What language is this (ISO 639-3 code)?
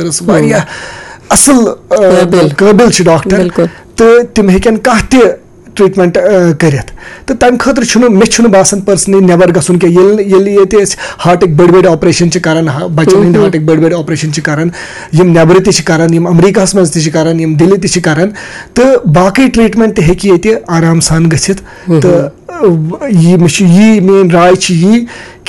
kas